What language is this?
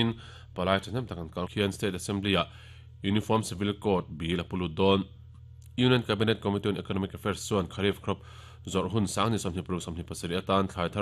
Mizo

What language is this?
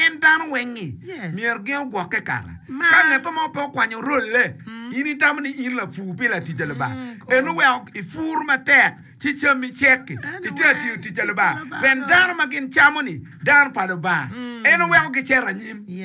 Acoli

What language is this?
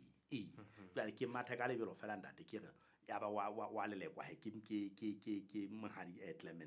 Southern Sotho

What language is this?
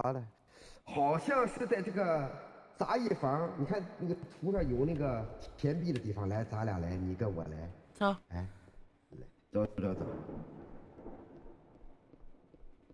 Chinese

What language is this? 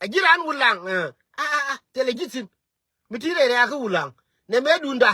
Nuer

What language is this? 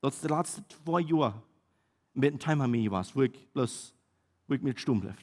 Plautdietsch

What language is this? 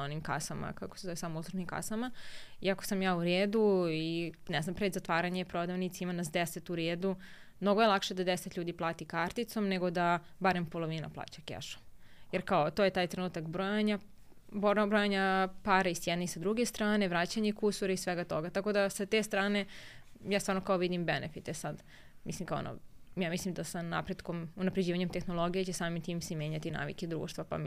Serbian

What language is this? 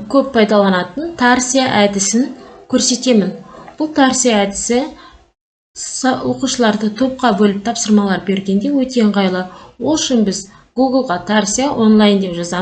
Kazakh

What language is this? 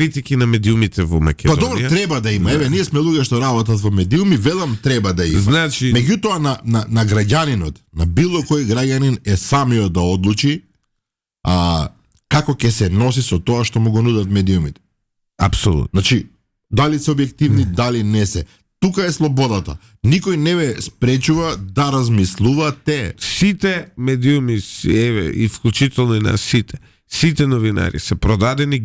Macedonian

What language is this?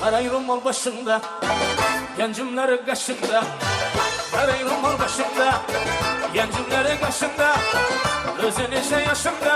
Kara-Kalpak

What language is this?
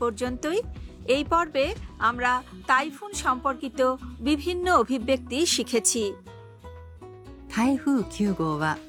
Bangla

